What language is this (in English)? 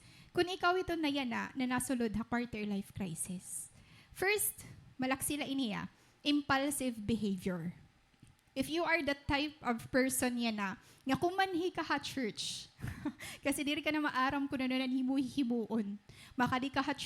Waray